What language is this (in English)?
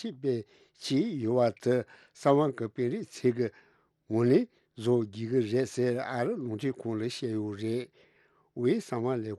Tibetan